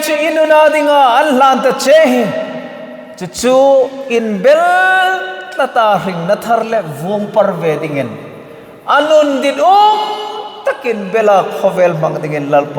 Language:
Hmar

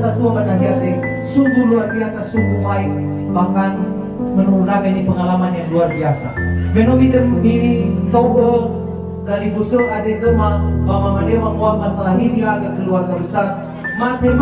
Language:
Nias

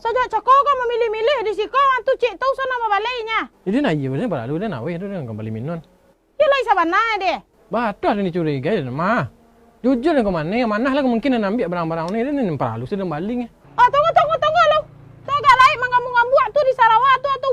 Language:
Minangkabau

